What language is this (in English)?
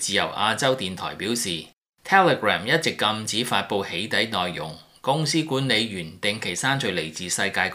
Cantonese